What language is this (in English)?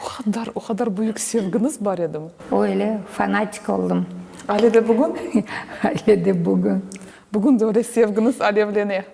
Crimean Tatar